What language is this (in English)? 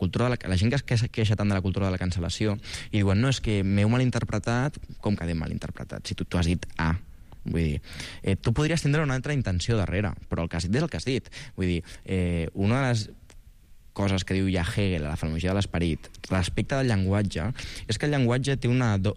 Catalan